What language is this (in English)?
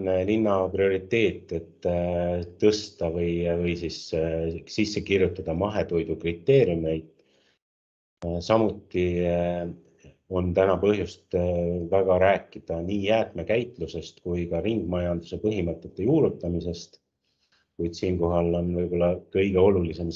Estonian